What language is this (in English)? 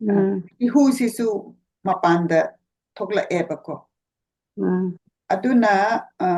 Manipuri